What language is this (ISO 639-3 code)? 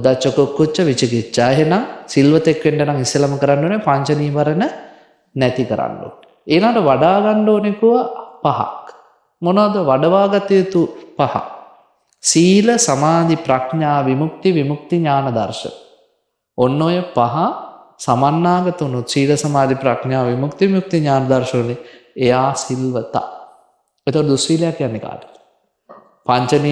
sin